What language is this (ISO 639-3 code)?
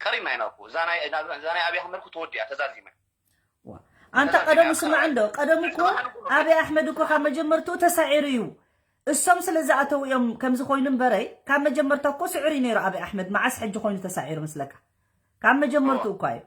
tir